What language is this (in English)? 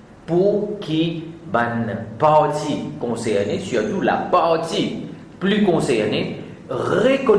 Morisyen